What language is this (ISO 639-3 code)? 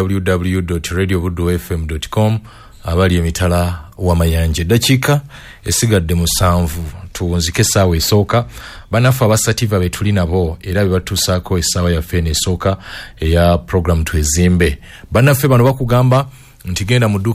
lug